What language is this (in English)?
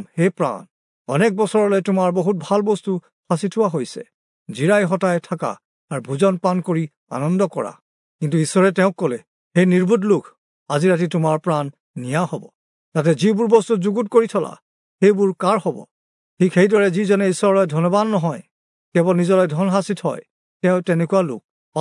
Assamese